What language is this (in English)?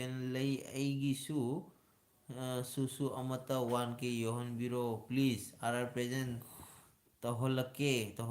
Manipuri